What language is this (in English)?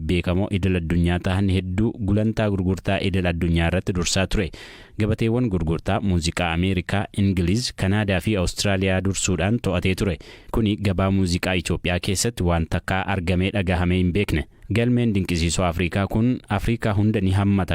Oromo